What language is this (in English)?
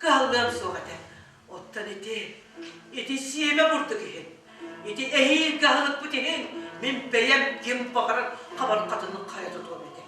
Yakut